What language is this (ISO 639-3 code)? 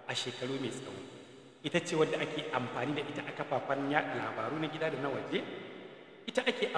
hau